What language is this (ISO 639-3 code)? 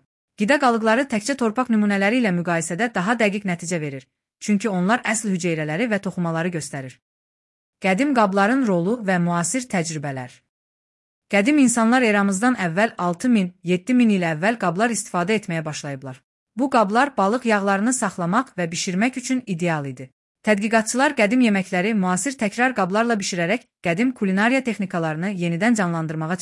aze